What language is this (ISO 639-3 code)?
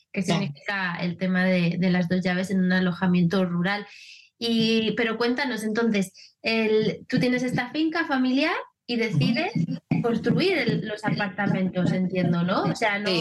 spa